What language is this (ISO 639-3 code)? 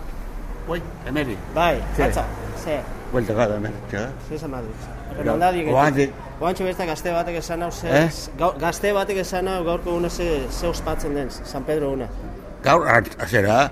eus